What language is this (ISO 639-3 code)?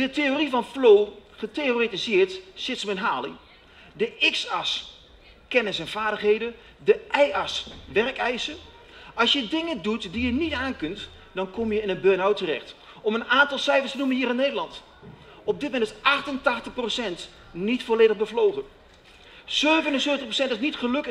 nld